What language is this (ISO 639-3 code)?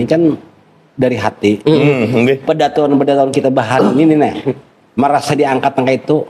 bjn